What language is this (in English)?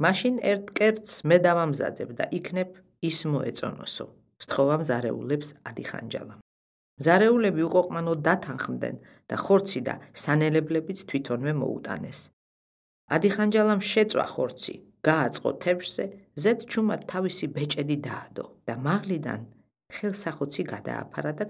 Georgian